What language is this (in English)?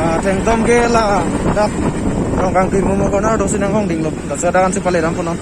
Karbi